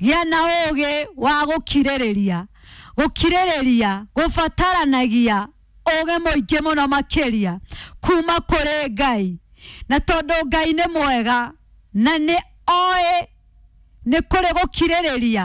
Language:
Kikuyu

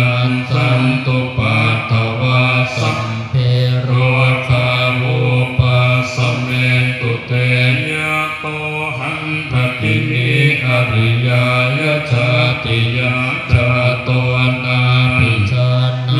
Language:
Pali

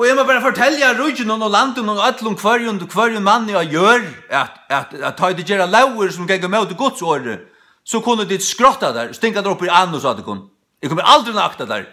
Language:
Faroese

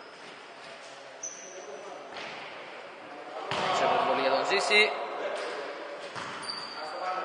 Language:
Greek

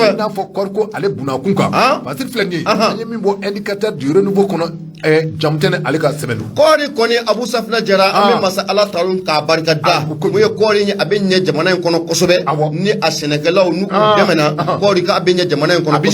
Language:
Bambara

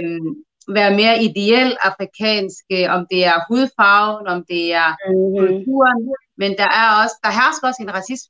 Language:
Danish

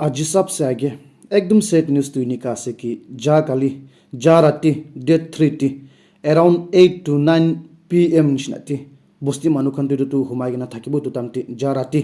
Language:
Naga Pidgin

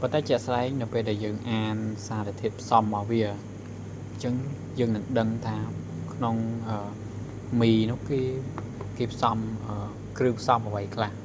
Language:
Khmer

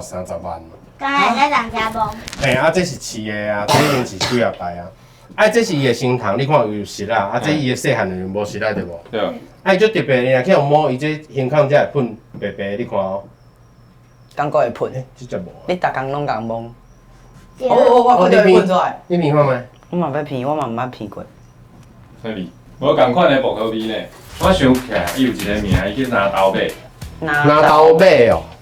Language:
Min Nan Chinese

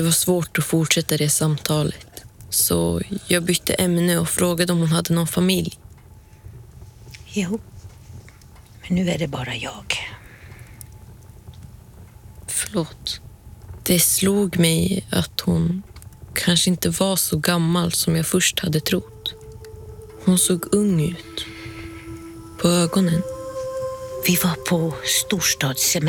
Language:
Swedish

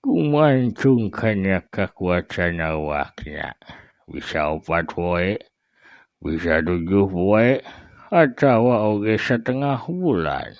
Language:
Sundanese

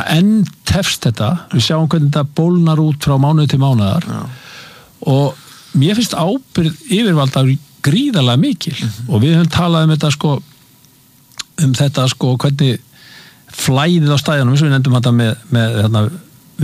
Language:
Icelandic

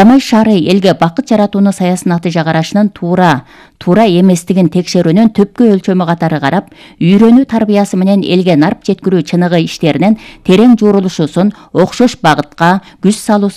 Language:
Kyrgyz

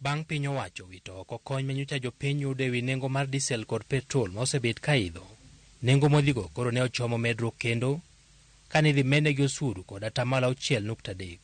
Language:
Luo (Kenya and Tanzania)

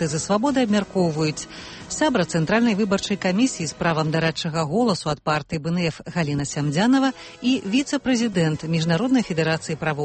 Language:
Belarusian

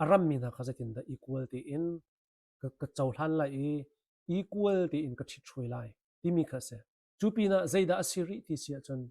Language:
Hakha Chin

